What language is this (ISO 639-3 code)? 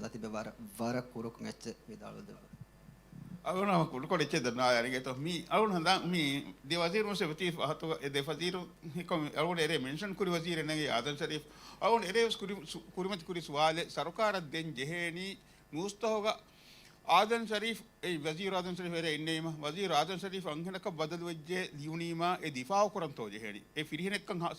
div